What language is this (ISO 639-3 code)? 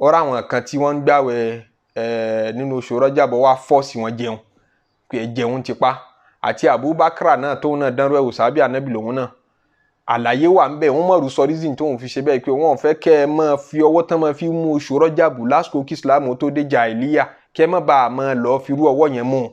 yor